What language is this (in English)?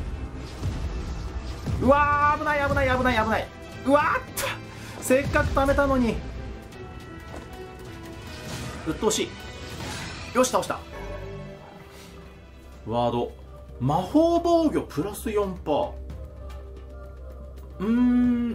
Japanese